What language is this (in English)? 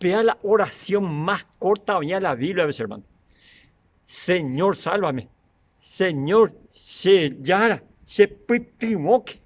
Guarani